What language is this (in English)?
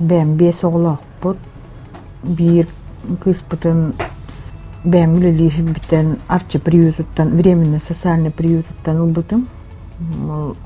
Yakut